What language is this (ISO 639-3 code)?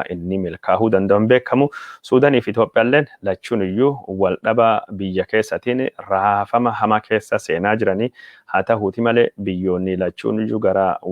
orm